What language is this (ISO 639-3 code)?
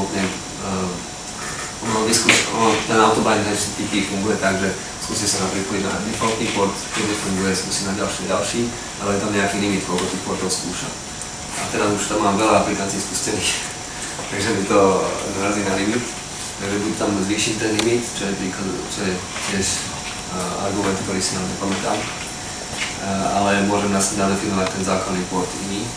slk